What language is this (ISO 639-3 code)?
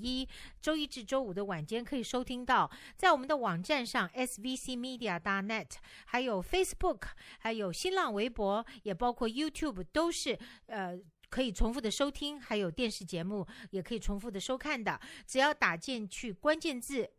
zho